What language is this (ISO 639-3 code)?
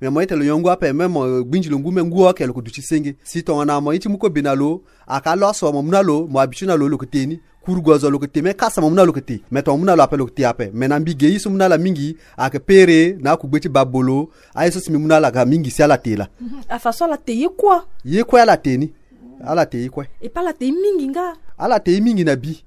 sag